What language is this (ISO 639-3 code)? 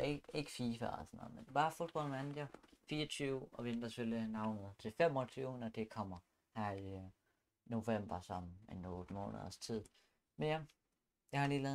dan